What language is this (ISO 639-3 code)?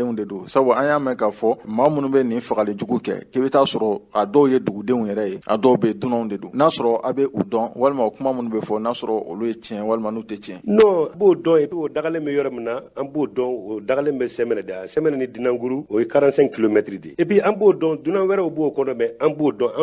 bam